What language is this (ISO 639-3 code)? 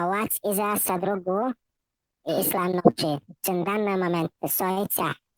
che